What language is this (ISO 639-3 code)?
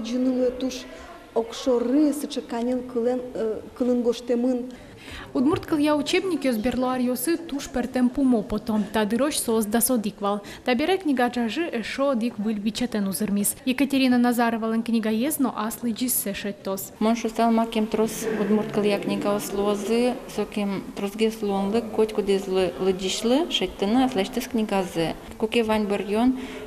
udm